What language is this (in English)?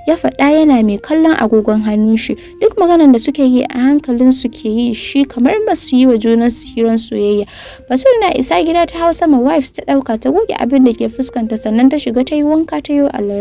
Hausa